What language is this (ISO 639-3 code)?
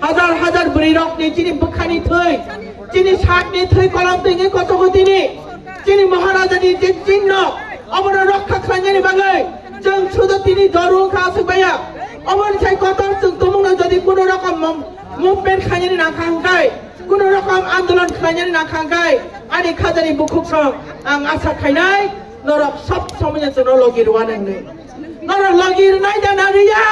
trp